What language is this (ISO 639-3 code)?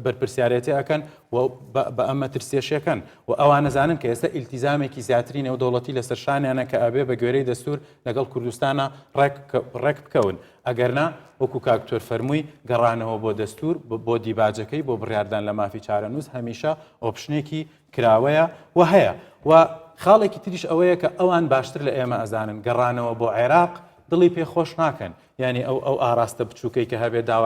ckb